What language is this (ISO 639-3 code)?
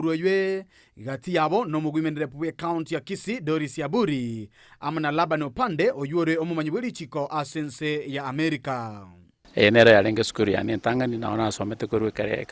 guz